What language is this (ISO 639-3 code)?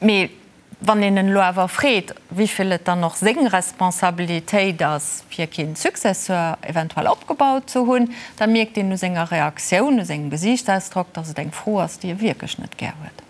ltz